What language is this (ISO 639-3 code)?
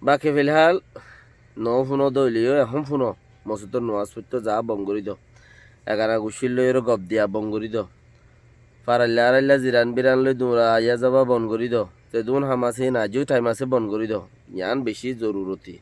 rhg